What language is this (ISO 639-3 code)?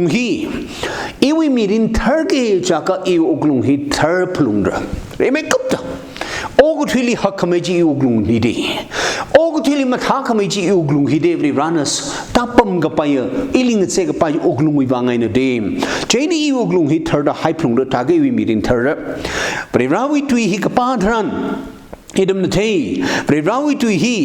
nmf